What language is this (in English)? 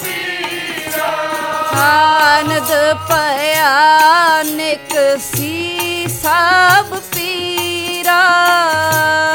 Punjabi